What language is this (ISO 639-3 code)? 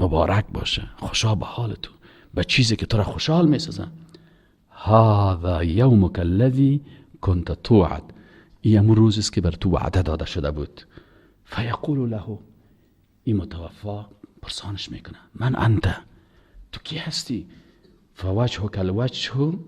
fas